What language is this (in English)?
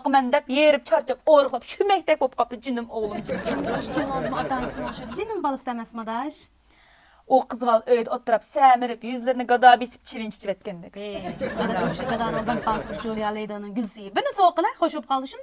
Uyghur